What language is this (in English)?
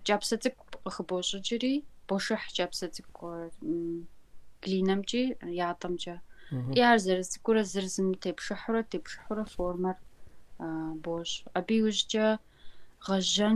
Kabardian